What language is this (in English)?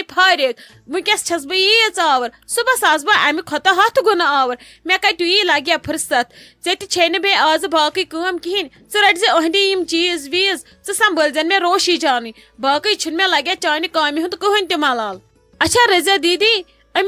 Kashmiri